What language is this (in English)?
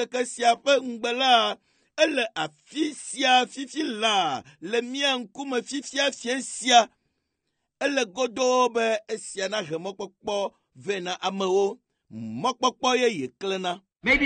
Ewe